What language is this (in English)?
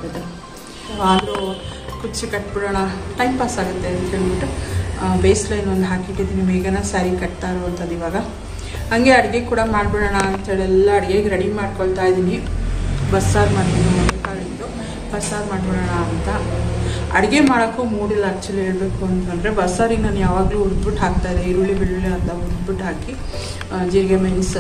Kannada